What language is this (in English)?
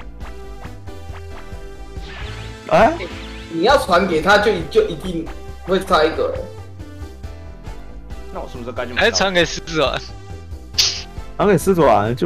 Chinese